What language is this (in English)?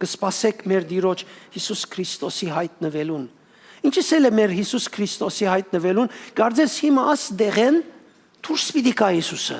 Western Armenian